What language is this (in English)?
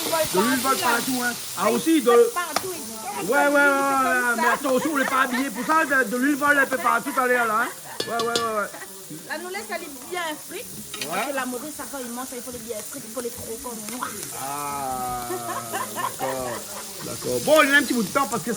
Réunion Creole French